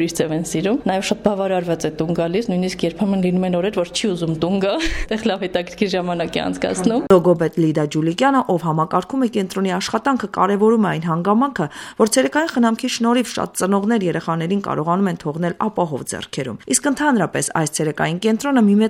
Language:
Armenian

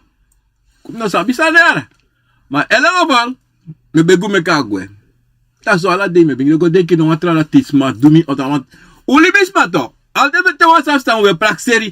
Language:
Sranan Tongo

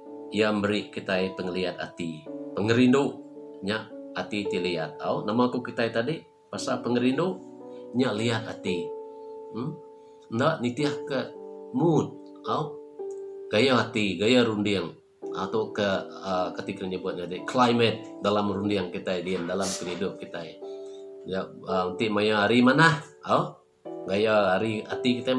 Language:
Iban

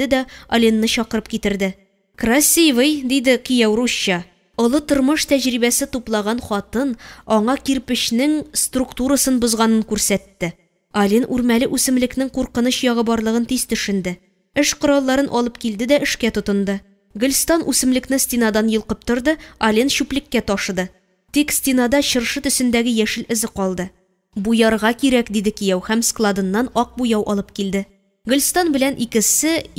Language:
Tatar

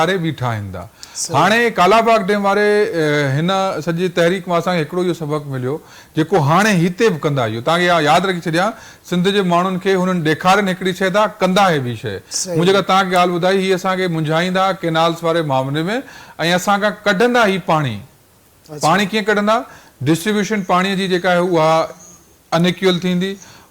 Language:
Sindhi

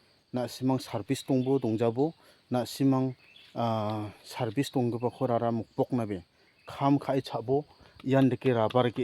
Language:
Garo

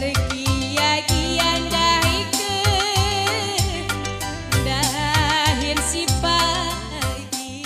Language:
Batak Karo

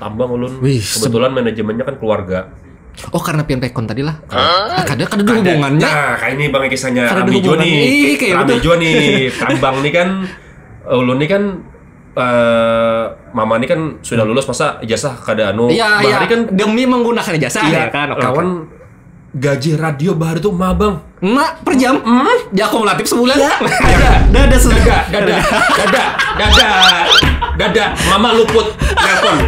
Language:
Banjar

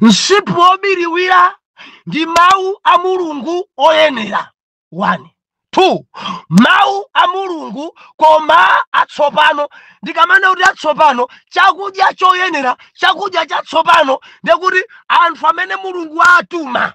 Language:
Nyanja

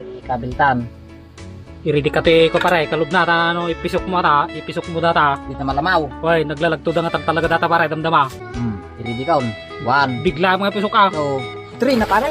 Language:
Iloko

